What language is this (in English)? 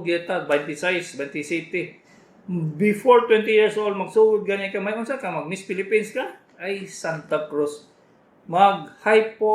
Cebuano